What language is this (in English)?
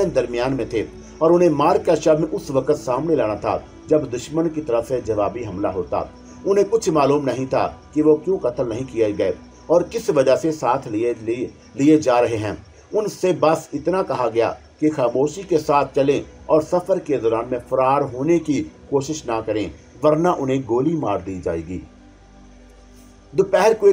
Urdu